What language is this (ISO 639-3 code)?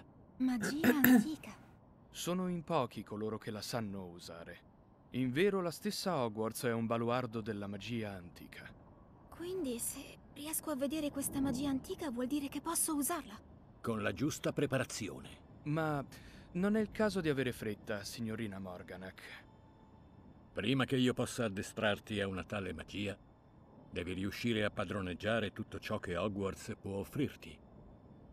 ita